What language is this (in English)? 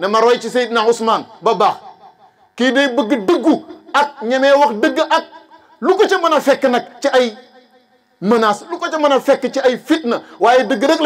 Wolof